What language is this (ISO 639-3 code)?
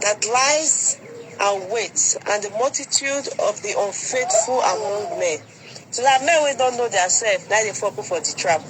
pcm